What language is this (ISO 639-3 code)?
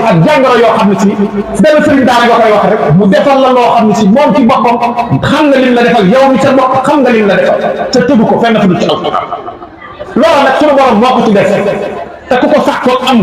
wol